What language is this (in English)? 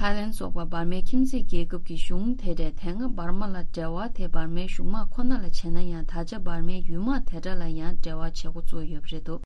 Tibetan